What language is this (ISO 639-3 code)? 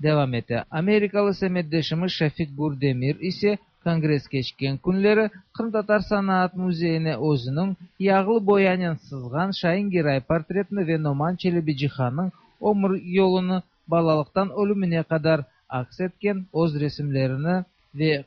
tat